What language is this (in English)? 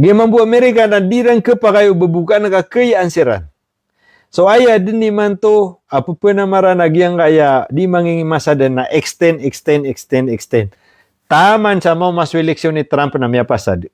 Maranao